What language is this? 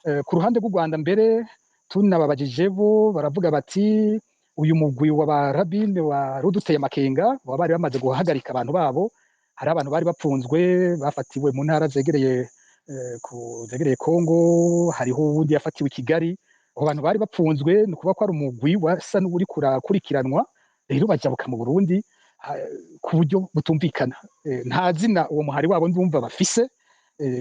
Rundi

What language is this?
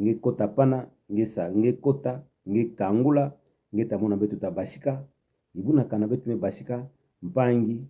Kituba (Democratic Republic of Congo)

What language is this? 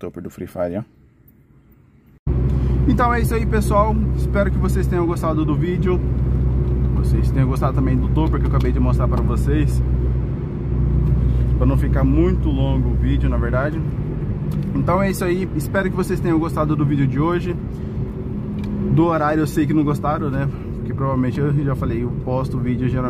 Portuguese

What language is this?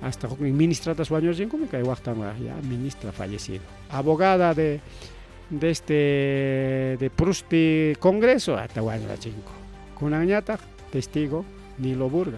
Ayacucho Quechua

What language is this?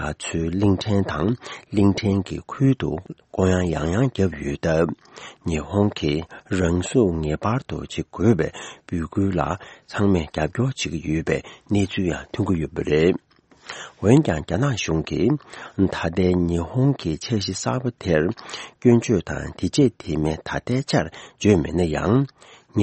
Tibetan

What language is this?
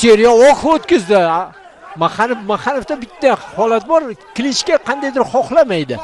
Uzbek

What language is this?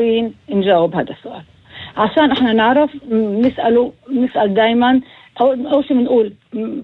North Levantine Arabic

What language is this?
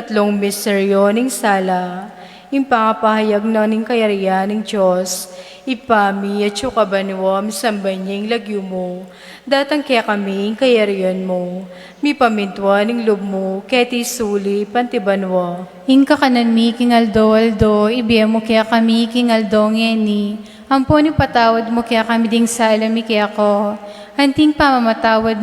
Pampanga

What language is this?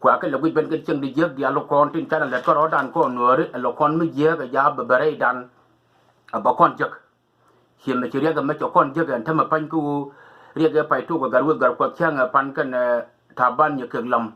Nuer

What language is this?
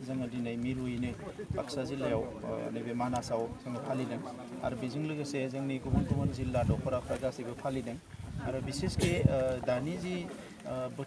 Bodo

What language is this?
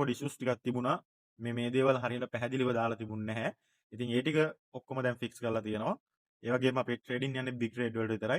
Sinhala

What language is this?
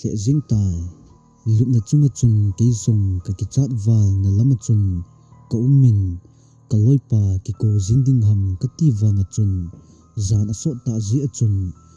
Thado Chin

